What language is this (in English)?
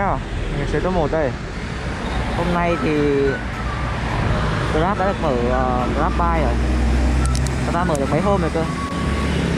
Vietnamese